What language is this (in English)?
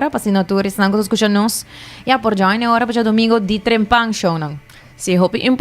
Papiamento